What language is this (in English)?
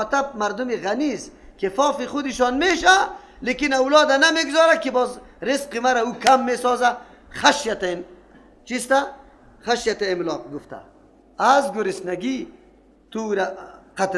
Persian